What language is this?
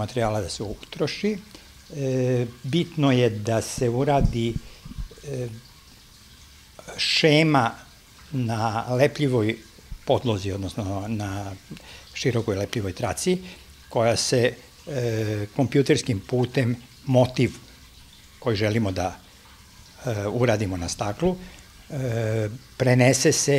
Serbian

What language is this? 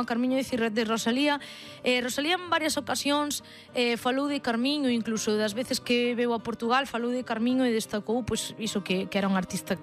Galician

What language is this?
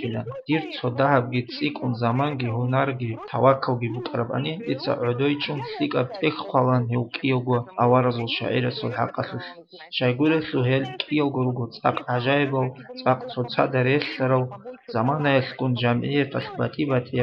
Avaric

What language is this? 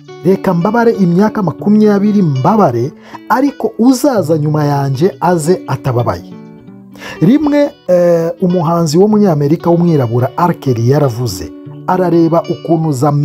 Kinyarwanda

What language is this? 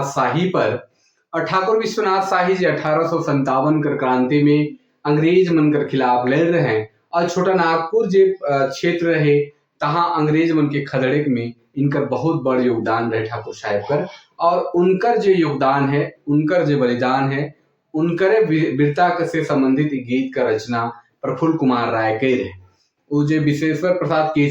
Sadri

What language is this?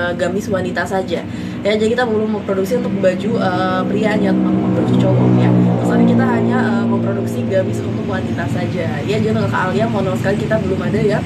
Indonesian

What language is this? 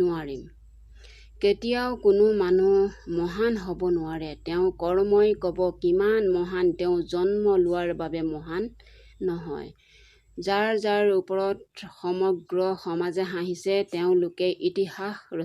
Assamese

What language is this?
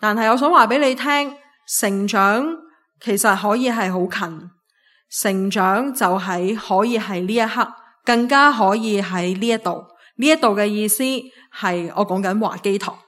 Cantonese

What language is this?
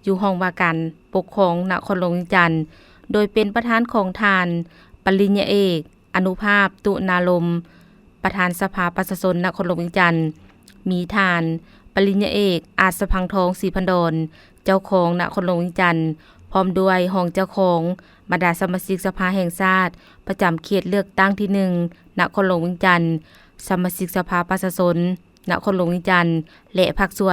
Lao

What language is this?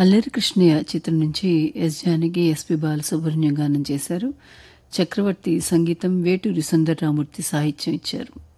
Telugu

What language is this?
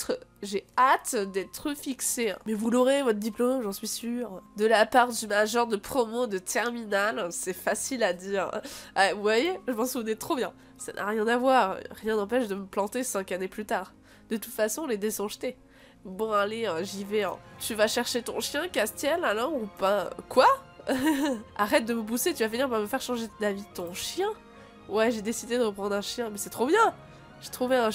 French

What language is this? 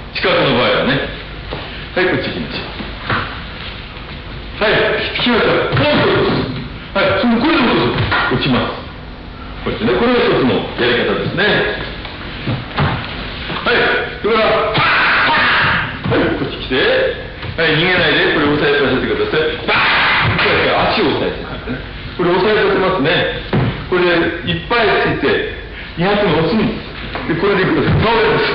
Japanese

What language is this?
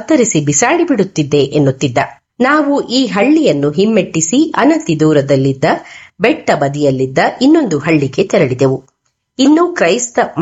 Kannada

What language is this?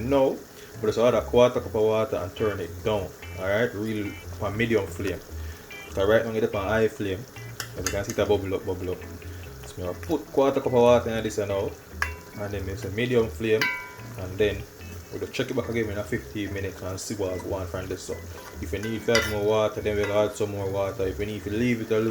Jamaican Creole English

